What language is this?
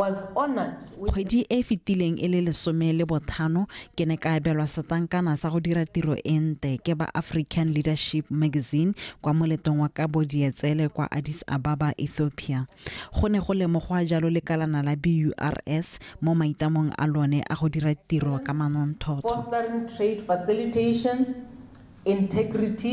Tswana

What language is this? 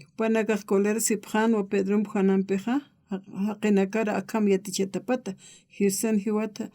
Aymara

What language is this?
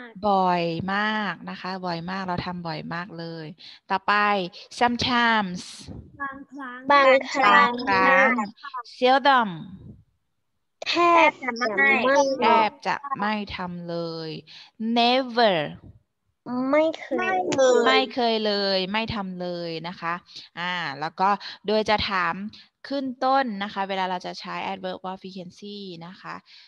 Thai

